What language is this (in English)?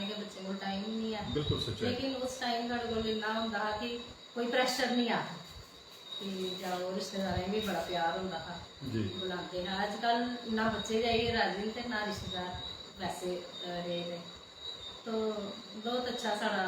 Dogri